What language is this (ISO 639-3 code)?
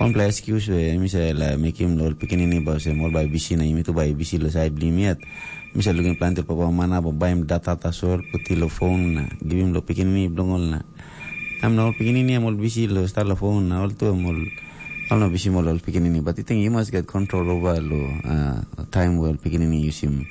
tpi